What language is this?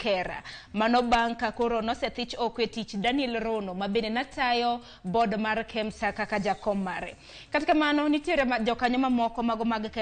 Luo (Kenya and Tanzania)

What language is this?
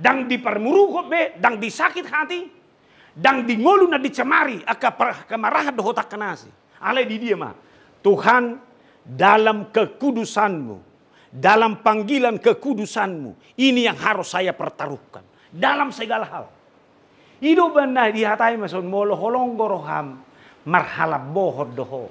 Batak Toba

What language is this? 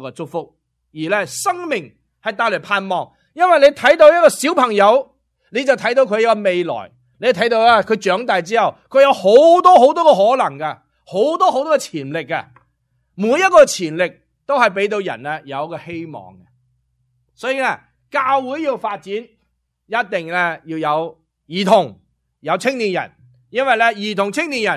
Cantonese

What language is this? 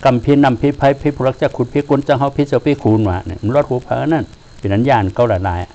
Shan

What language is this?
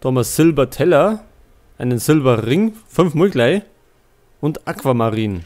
Bavarian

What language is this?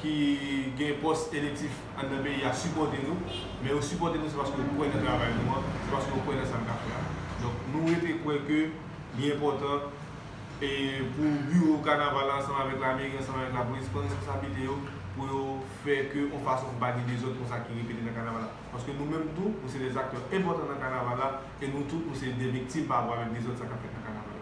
Haitian Creole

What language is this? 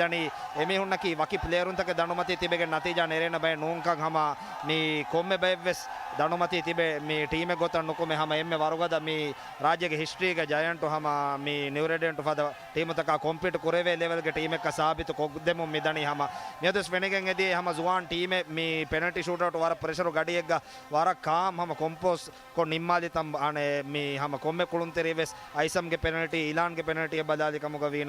Divehi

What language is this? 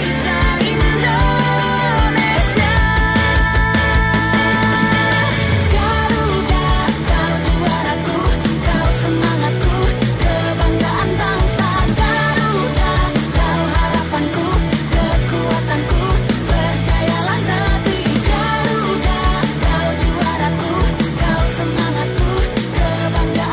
Indonesian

